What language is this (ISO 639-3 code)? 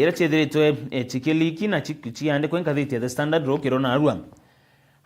mer